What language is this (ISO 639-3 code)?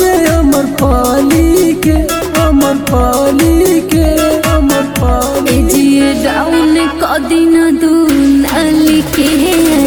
bho